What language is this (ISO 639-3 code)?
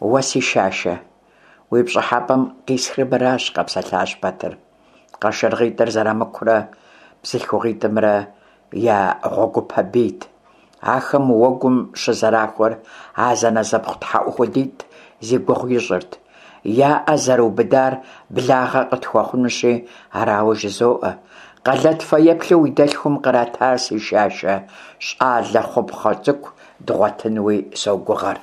kbd